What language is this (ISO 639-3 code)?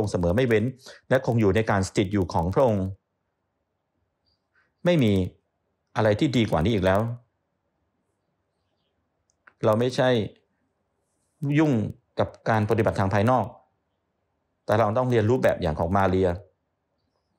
tha